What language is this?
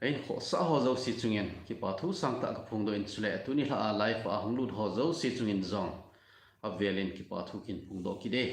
Thado Chin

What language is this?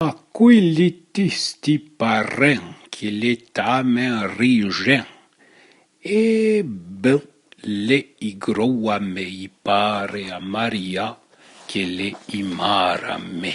Arpitan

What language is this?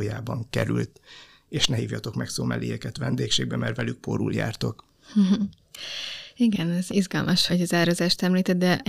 Hungarian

